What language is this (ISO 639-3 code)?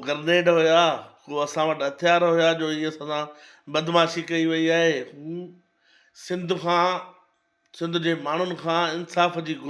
snd